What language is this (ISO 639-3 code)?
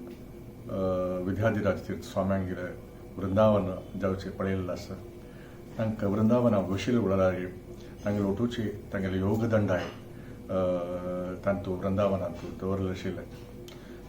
kok